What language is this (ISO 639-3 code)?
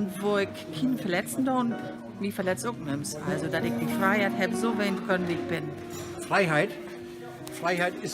nds